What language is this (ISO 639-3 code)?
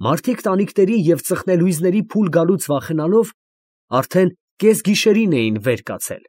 hye